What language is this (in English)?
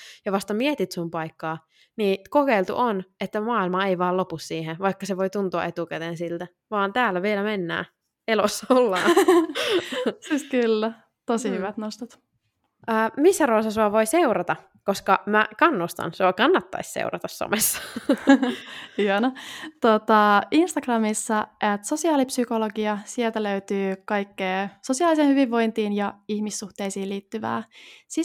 Finnish